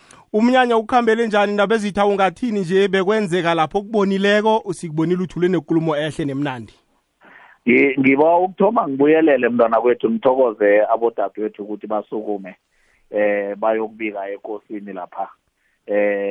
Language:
South Ndebele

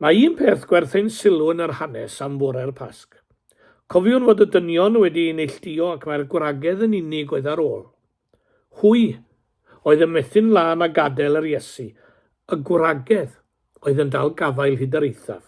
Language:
Welsh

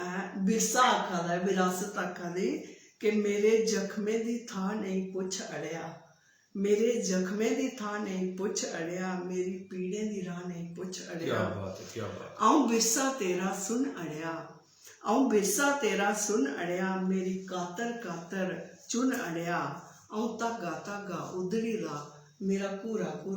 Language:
Dogri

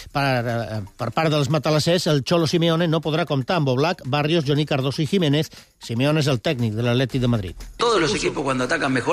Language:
Catalan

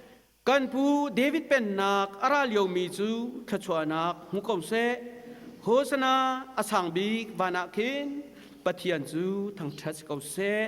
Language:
Hakha Chin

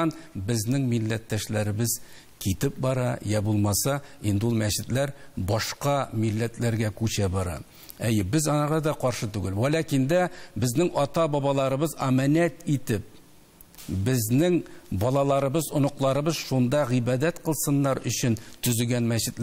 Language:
Tatar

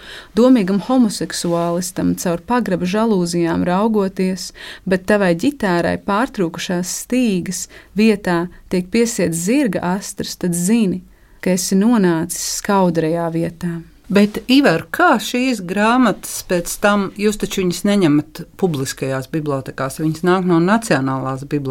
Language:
Latvian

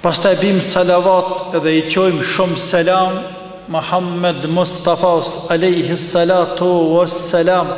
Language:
Albanian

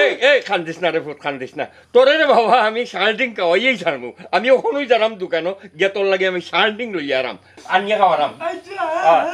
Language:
Sylheti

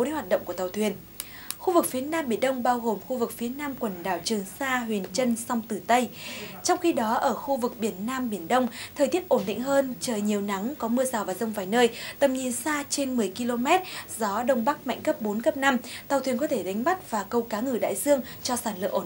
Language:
Vietnamese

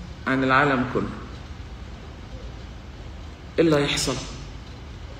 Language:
Egyptian Arabic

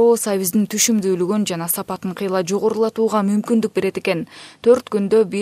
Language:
Kyrgyz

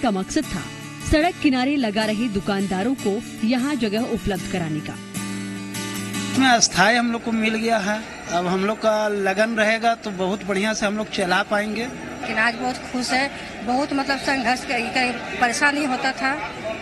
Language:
Hindi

